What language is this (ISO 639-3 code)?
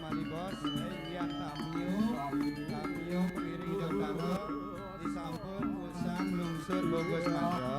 ban